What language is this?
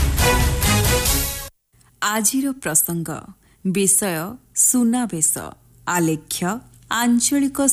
Odia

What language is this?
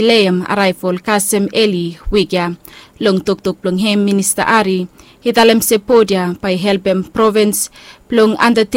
Bislama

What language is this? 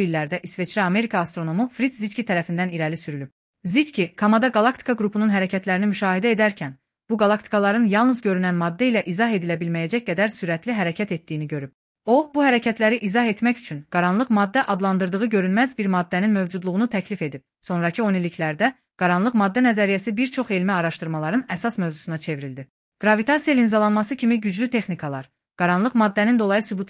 Azerbaijani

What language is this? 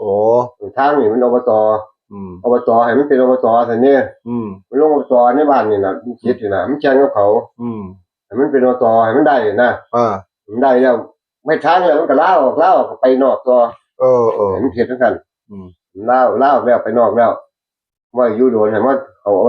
Northeastern Thai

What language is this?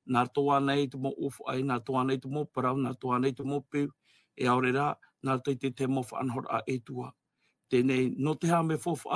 Tahitian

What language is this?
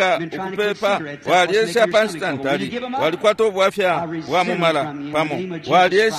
Bemba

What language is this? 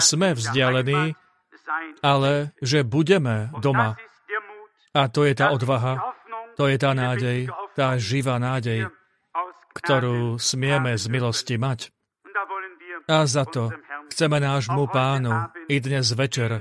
Slovak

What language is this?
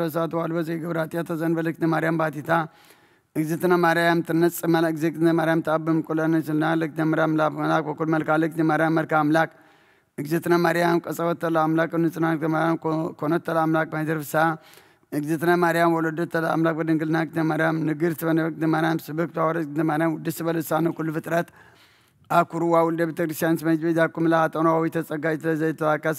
Geez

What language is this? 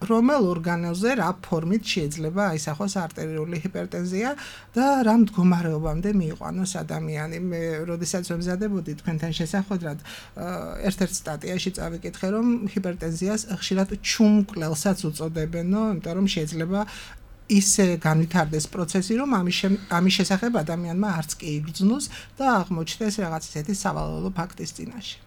Georgian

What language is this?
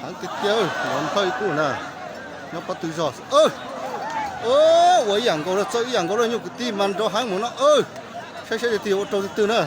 Hmong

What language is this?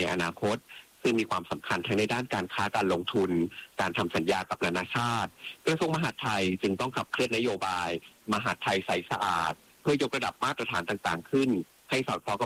Thai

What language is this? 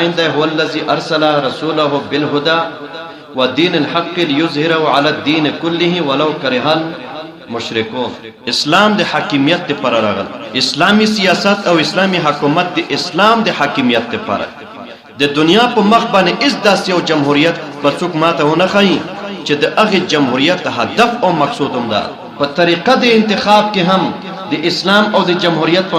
Pashto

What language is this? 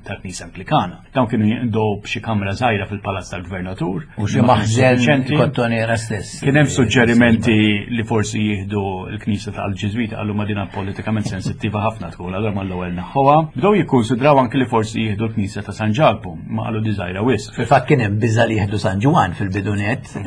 Maltese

